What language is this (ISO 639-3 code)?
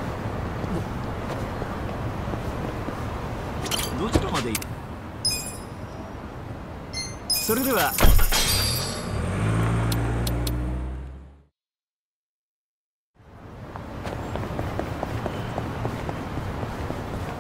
jpn